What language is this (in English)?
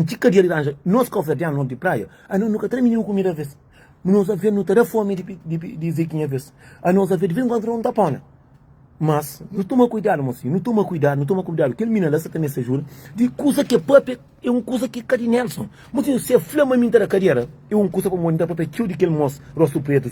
Kabuverdianu